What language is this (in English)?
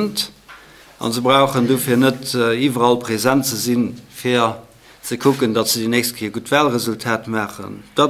Luxembourgish